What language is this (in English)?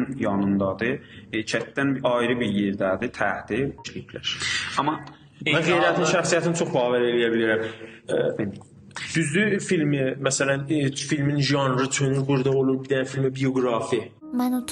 South Azerbaijani